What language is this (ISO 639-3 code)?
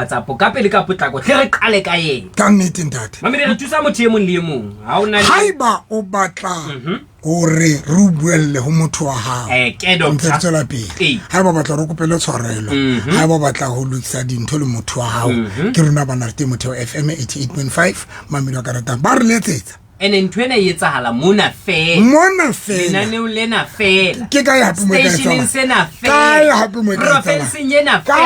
sot